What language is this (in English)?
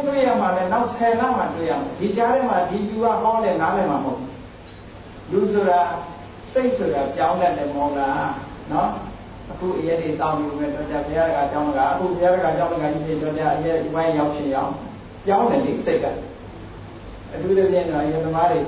Burmese